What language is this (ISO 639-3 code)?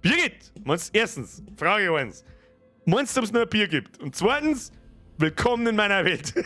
bar